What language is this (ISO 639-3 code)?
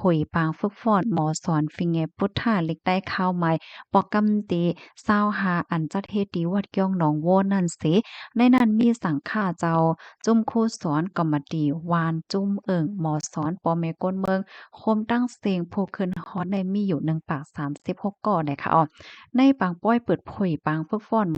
shn